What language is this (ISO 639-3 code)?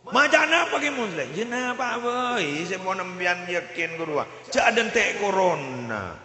mad